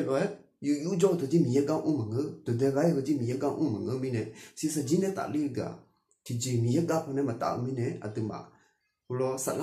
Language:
Akha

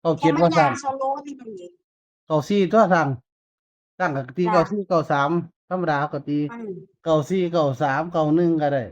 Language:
Northeastern Thai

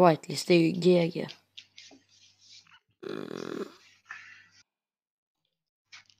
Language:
Swedish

